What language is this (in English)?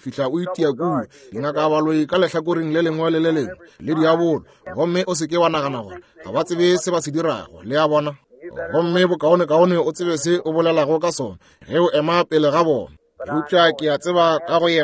Northern Sotho